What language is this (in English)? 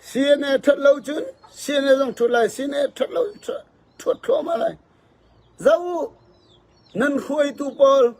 Falam Chin